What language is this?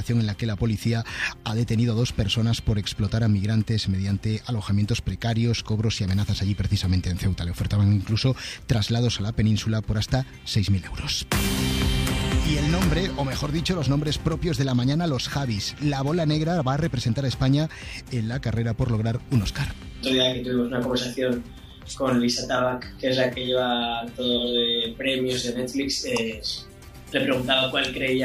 Spanish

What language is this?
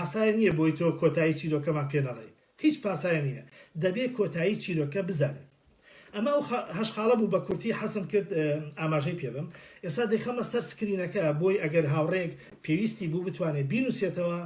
Central Kurdish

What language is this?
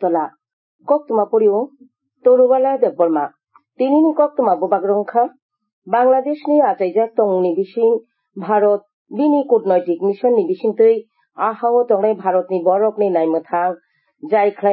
Kok Borok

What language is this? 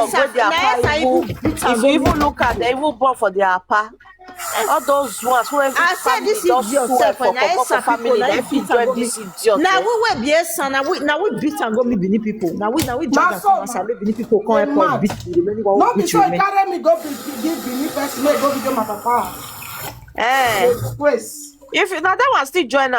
Nigerian Pidgin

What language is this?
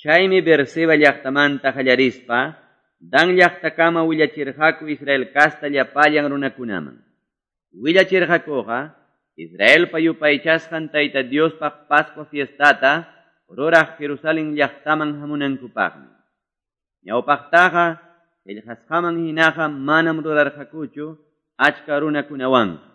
Quechua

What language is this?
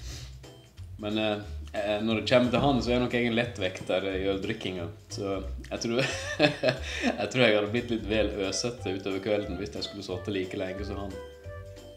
Norwegian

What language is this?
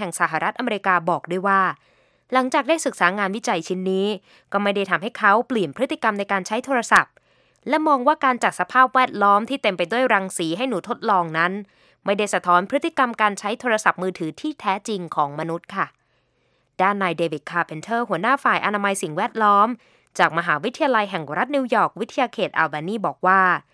Thai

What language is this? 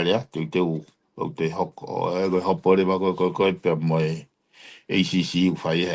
Tongan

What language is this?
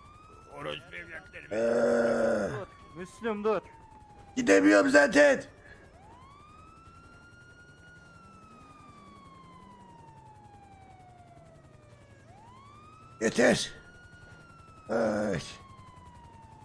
Turkish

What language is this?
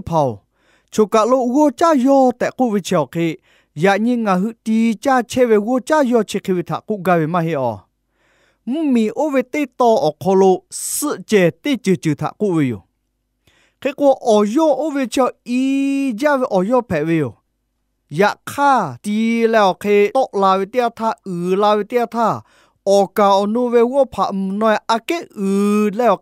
Lahu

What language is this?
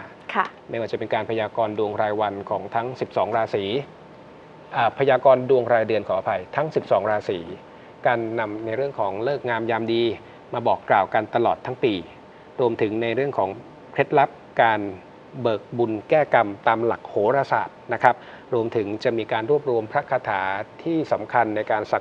Thai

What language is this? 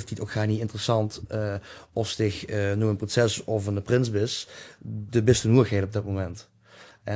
Limburgish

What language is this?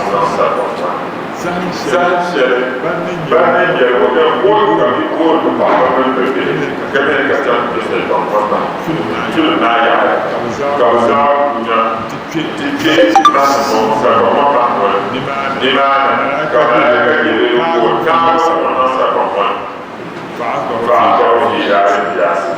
Dagbani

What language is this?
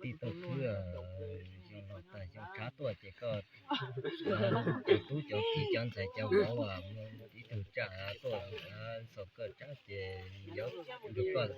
Hmong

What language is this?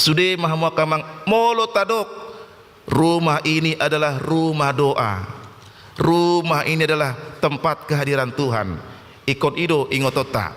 Batak Toba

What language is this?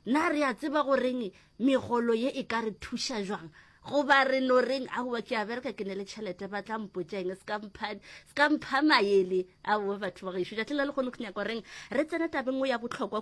Northern Sotho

